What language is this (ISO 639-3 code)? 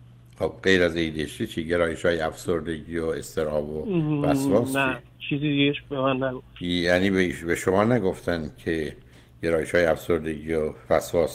fas